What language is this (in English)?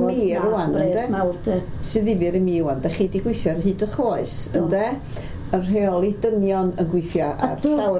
Welsh